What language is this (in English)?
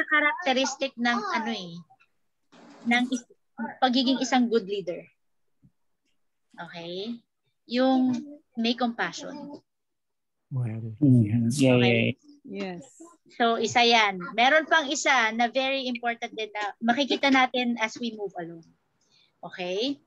Filipino